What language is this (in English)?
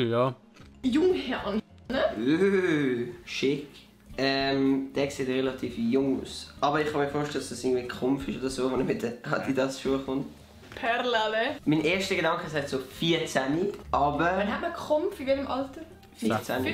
Swiss German